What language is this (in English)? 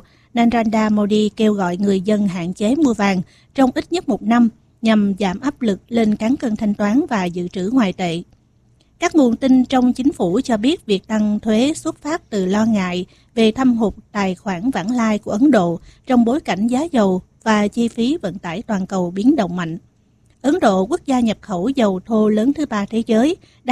Vietnamese